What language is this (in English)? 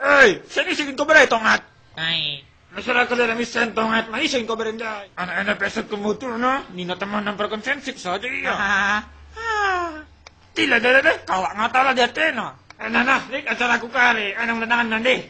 Batak Karo